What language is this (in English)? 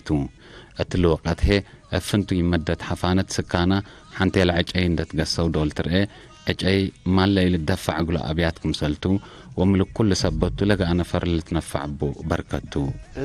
Tigre